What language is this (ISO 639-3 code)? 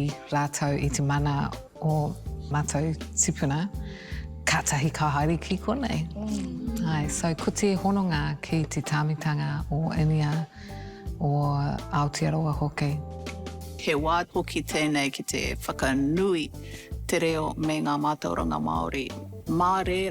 mri